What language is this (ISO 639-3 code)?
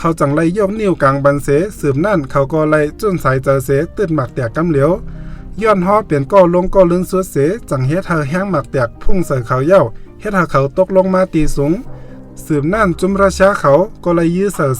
shn